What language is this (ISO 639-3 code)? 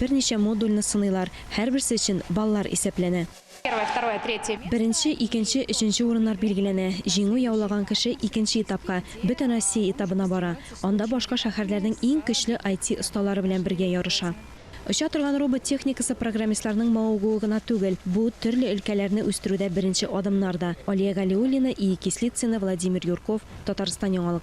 tat